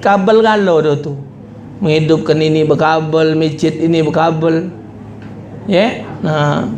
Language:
Musi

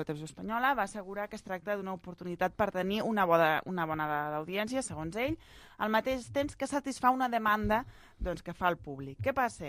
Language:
Catalan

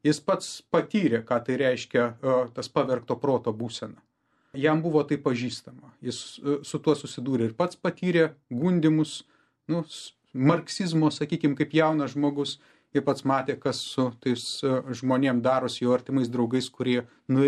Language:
Lithuanian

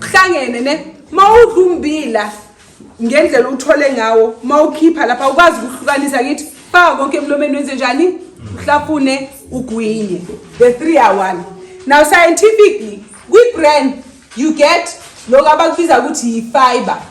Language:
Zulu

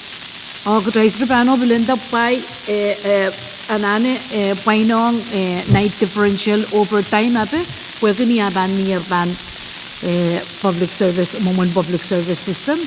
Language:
Pohnpeian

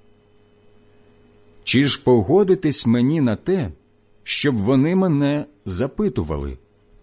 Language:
Ukrainian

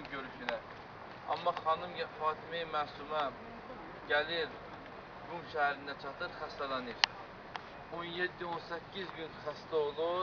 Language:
Azerbaijani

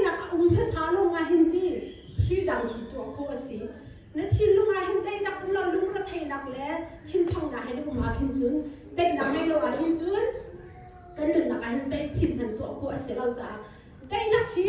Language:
Hakha Chin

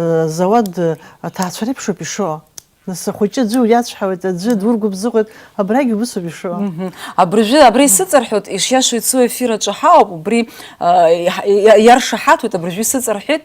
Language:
Abkhazian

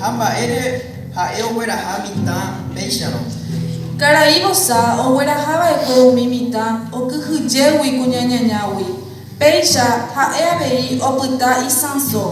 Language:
Guarani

